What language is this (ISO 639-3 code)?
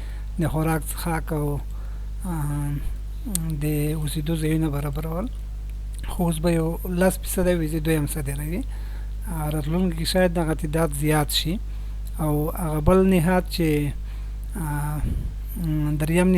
pus